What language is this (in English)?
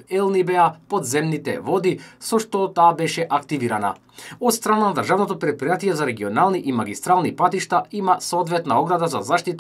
Macedonian